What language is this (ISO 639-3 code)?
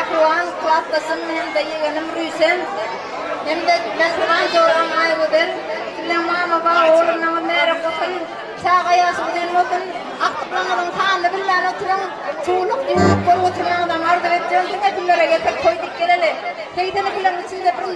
tuk